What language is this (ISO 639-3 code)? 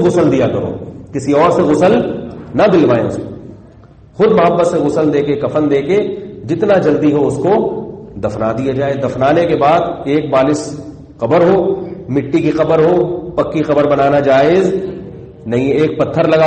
urd